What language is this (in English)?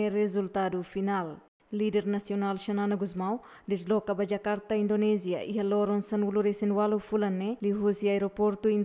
Tetum